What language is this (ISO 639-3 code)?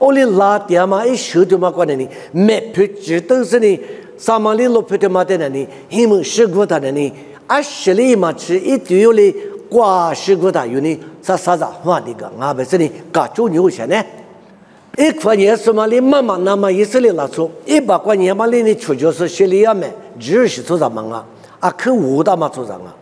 lis